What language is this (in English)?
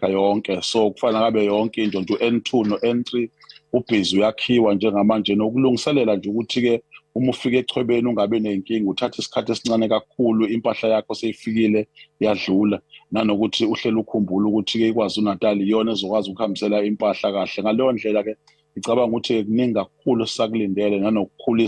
Zulu